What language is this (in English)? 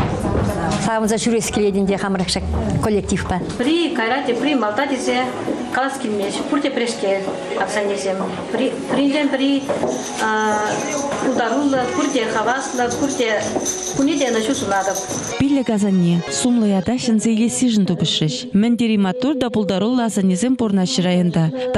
Chuvash